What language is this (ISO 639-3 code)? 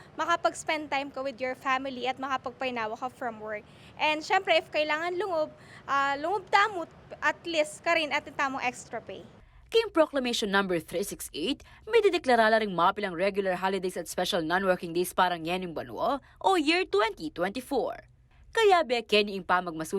pam